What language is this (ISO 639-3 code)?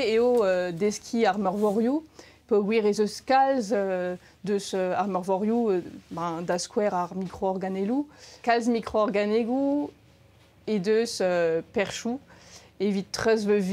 bre